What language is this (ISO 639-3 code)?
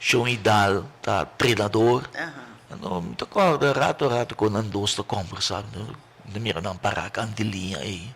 pap